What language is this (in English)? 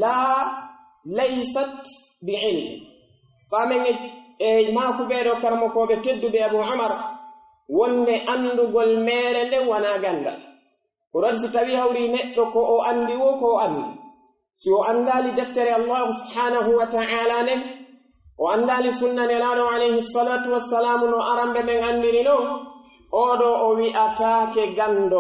Pular